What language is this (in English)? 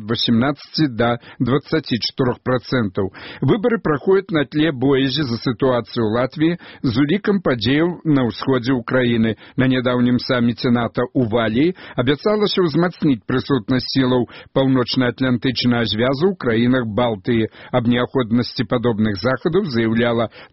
Belarusian